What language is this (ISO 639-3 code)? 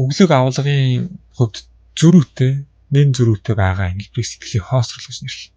mon